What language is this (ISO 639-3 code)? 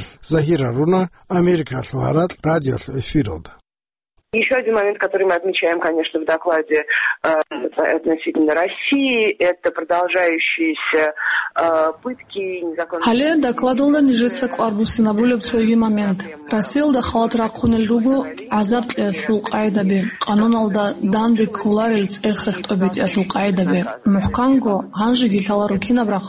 ava